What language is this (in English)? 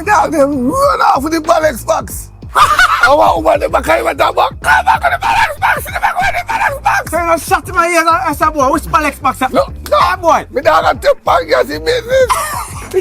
Jamaican Creole English